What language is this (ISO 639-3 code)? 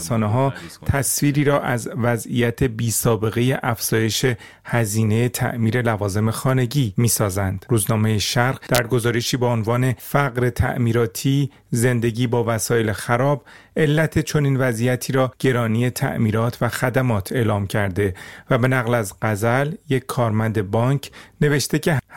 fas